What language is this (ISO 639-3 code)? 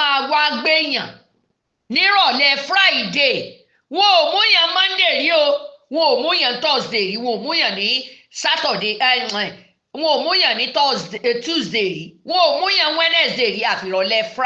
yor